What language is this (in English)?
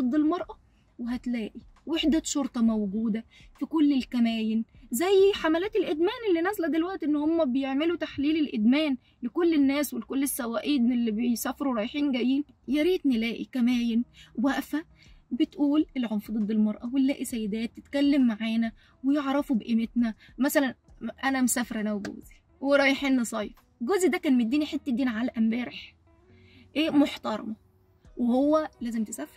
Egyptian Arabic